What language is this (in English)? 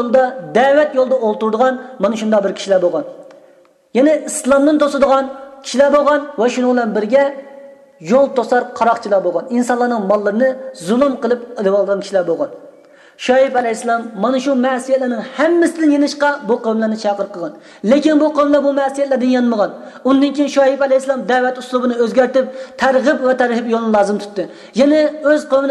Uyghur